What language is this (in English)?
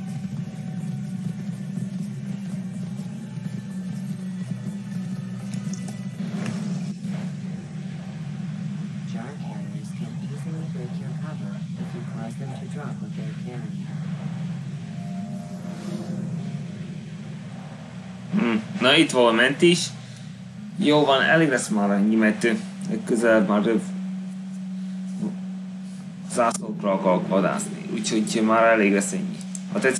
Hungarian